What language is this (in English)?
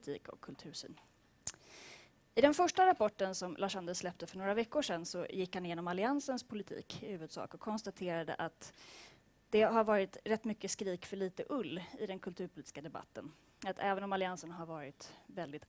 Swedish